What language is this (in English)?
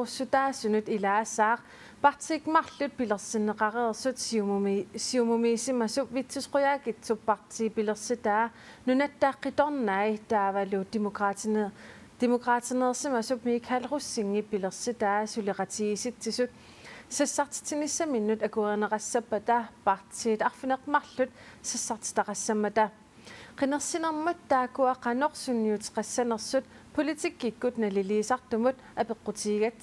Kalaallisut